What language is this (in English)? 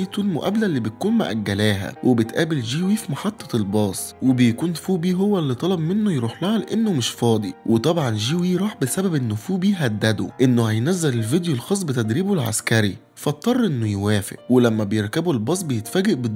Egyptian Arabic